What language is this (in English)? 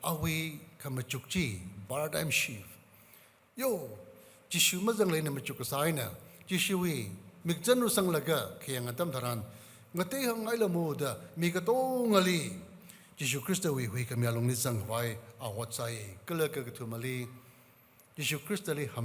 Tangkhul Naga (India)